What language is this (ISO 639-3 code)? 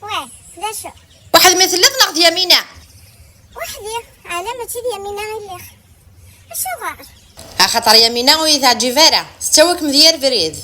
kab